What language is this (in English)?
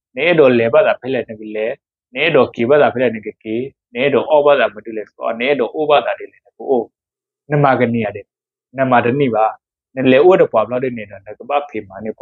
S'gaw Karen